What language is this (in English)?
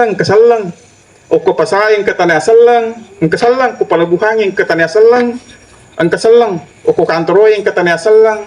Buginese